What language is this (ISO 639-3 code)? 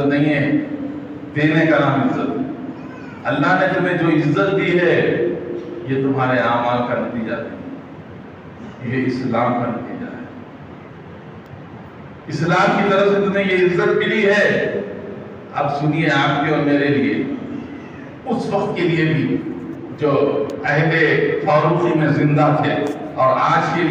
urd